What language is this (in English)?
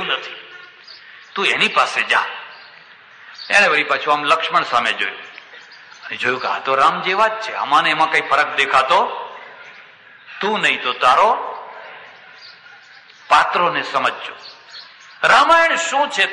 Gujarati